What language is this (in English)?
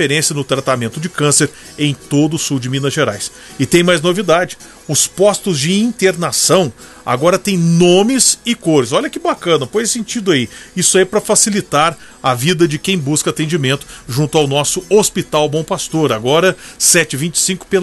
Portuguese